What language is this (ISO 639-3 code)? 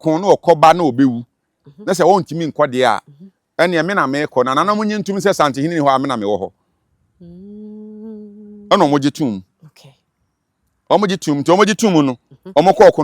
aka